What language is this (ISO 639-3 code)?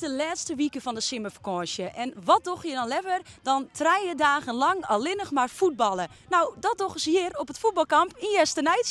fry